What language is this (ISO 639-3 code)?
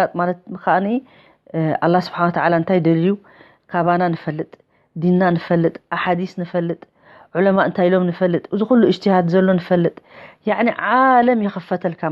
tir